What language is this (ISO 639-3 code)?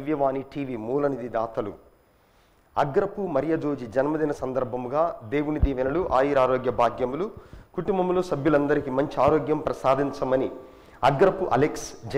tel